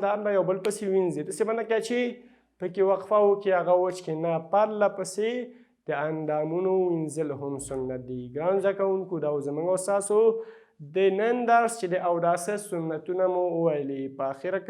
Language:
Pashto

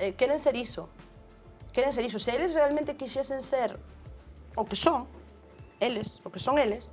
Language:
Galician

